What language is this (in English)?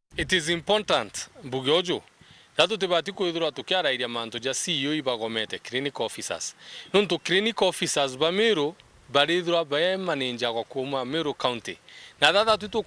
Meru